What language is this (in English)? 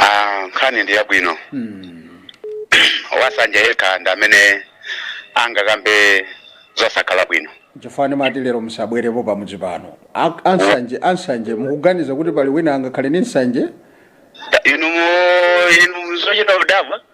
Nyanja